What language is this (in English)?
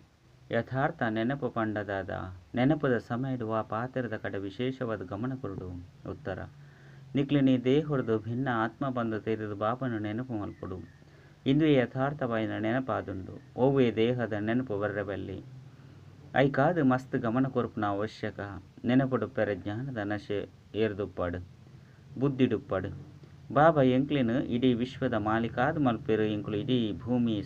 Tulu